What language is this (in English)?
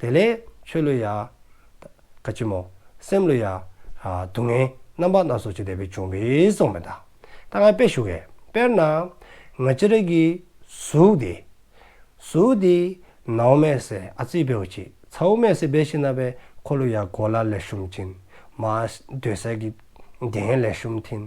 Dzongkha